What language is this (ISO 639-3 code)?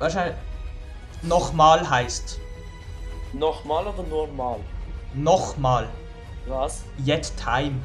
gsw